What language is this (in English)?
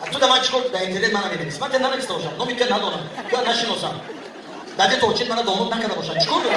Tajik